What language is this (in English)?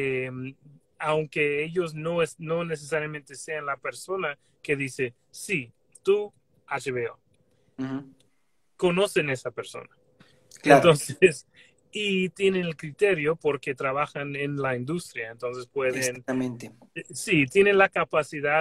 Spanish